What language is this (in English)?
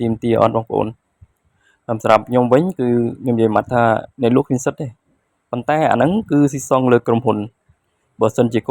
Khmer